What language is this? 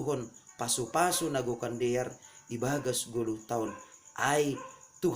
Batak Simalungun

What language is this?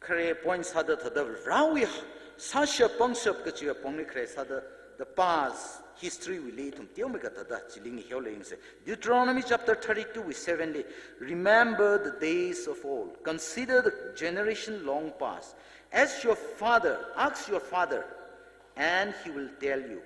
Tangkhul Naga (India)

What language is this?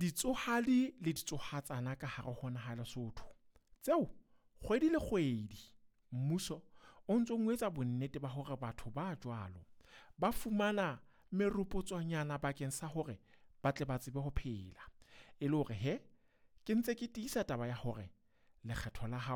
Southern Sotho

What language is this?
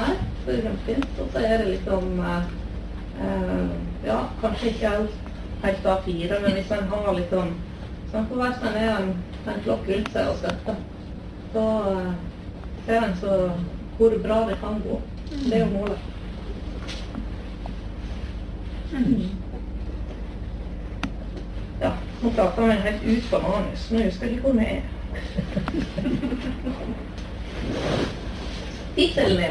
Norwegian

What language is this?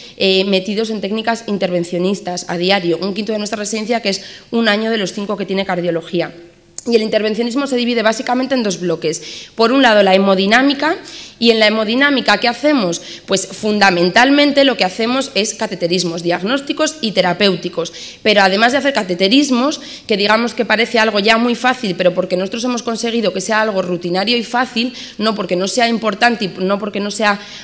Spanish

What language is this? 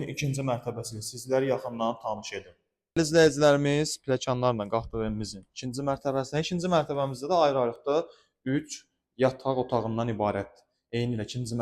Azerbaijani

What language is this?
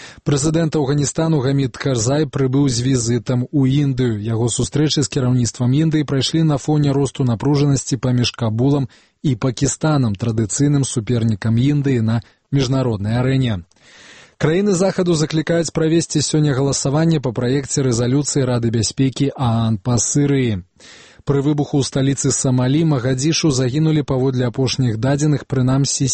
Belarusian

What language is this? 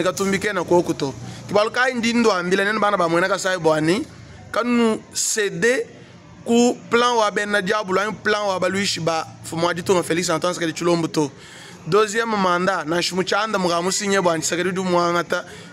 Luba-Lulua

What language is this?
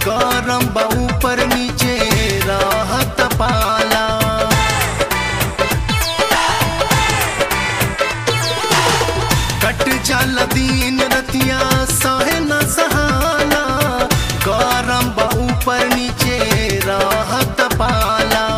Bhojpuri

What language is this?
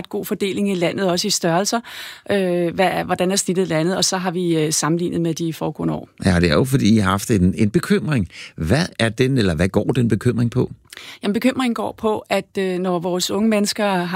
Danish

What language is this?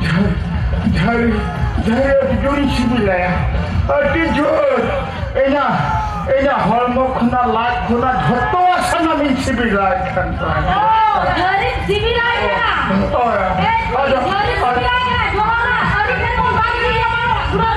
Santali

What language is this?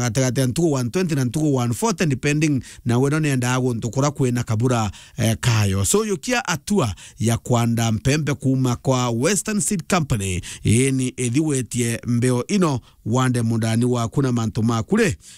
Meru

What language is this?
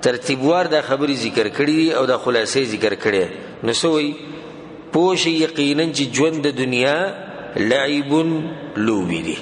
Pashto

